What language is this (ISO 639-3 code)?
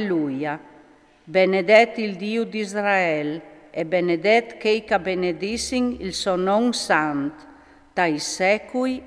fur